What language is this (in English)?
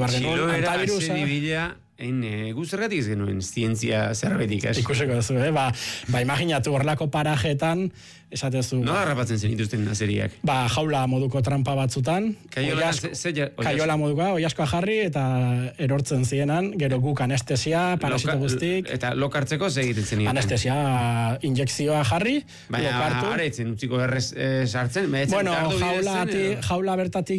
Basque